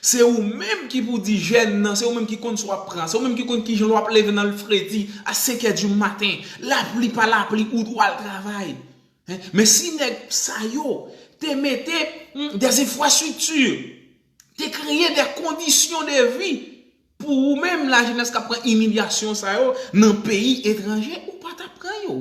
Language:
Haitian Creole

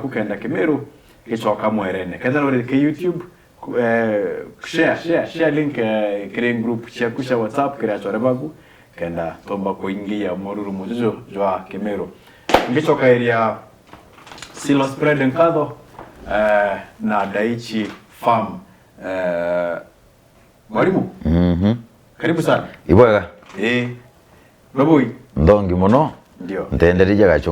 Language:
Meru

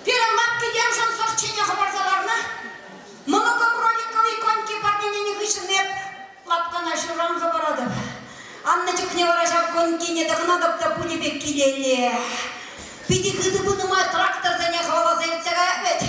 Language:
Chuvash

